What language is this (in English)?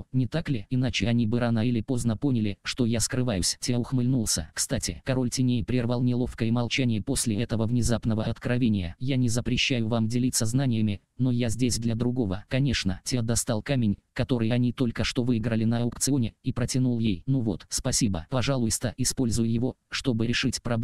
Russian